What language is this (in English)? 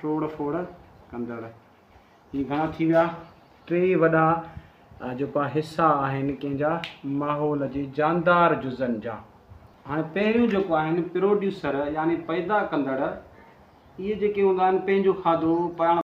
Sindhi